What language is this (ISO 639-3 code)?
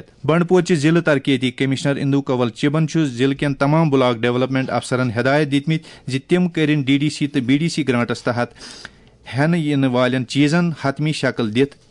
kas